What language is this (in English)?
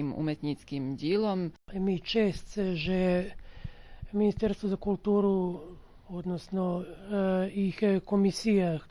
Rusyn